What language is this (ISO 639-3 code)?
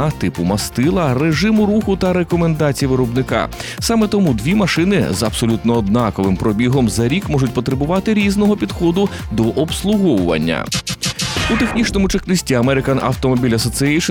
ukr